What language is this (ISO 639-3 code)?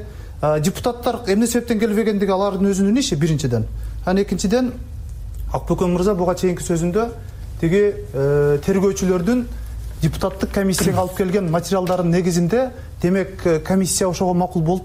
kir